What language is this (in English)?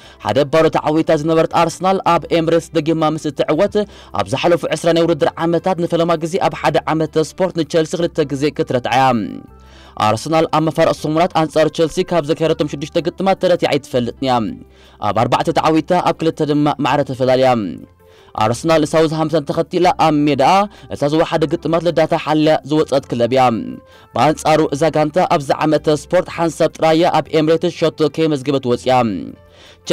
Tigrinya